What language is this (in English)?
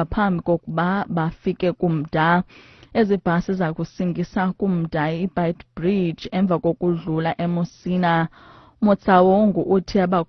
Xhosa